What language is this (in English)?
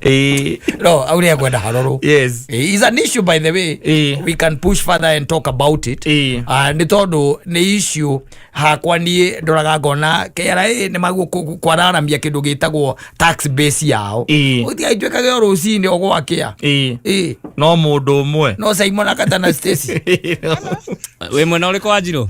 Kikuyu